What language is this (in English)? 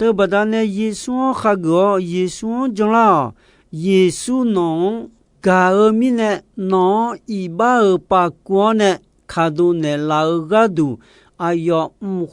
Akha